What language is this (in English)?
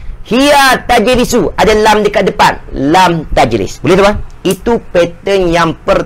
Malay